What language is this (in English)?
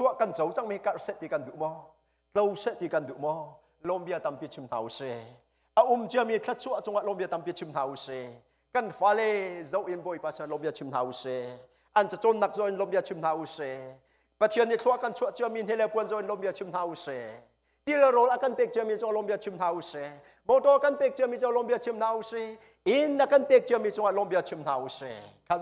Hakha Chin